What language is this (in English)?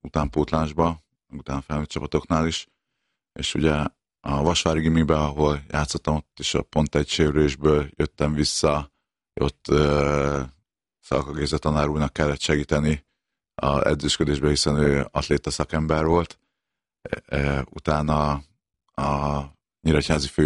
Hungarian